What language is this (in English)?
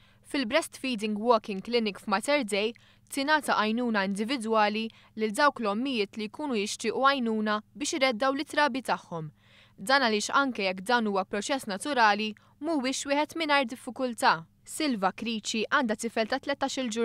Maltese